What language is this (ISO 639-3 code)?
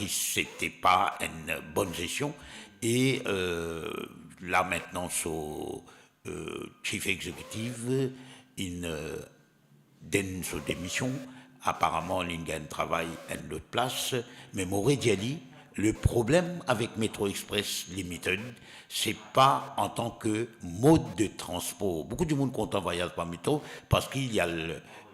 mfe